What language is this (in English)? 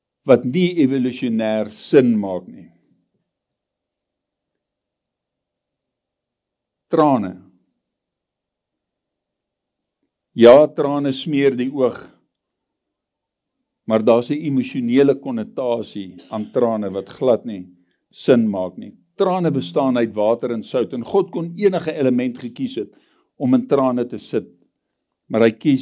Afrikaans